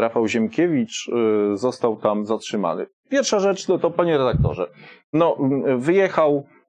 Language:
Polish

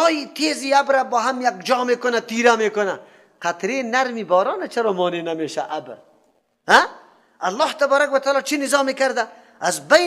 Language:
Persian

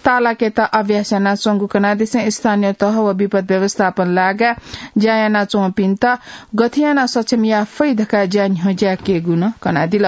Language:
Newari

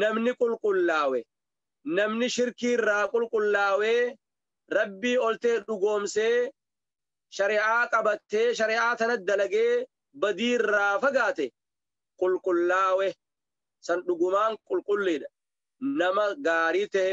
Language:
Oromo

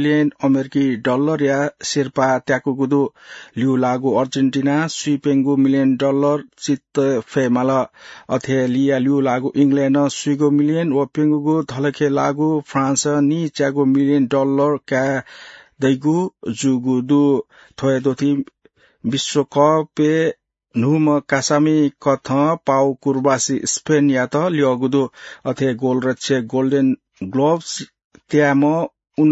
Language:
Newari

